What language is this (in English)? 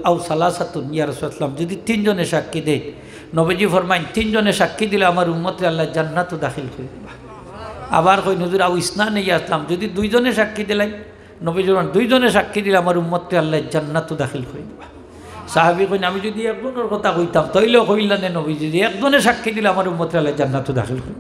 Sylheti